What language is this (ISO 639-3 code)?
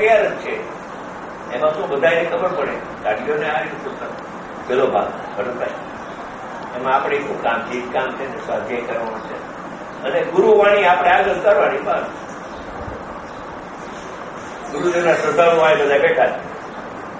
guj